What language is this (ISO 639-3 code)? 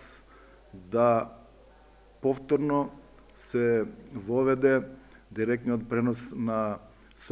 mkd